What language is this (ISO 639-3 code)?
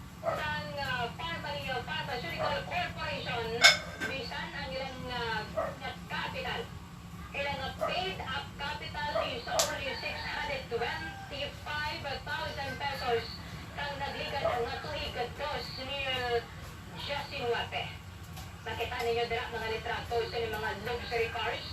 hil